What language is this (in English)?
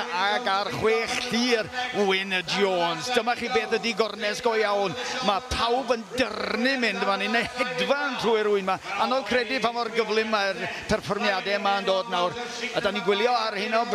Welsh